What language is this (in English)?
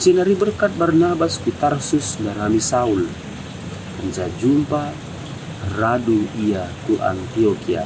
Batak Karo